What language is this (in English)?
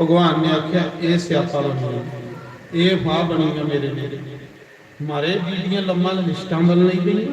Dogri